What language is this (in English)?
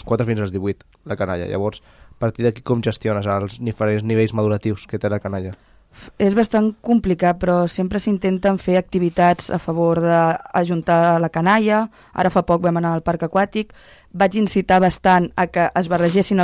Catalan